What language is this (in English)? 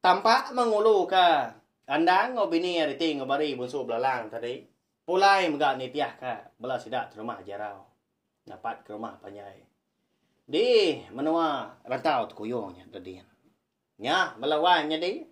Iban